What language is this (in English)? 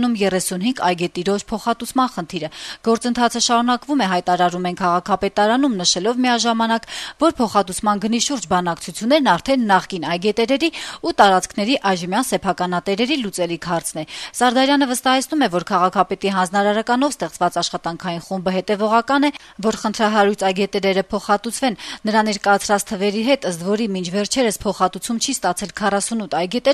Armenian